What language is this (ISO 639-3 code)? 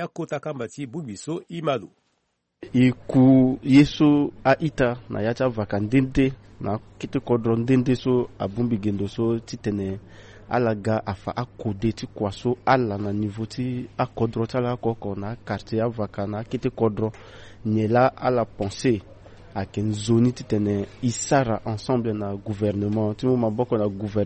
sag